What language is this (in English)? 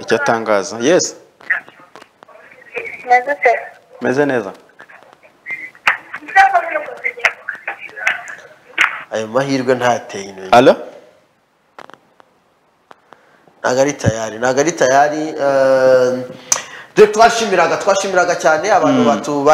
Kinyarwanda